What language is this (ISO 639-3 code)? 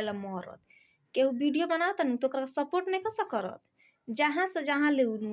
bho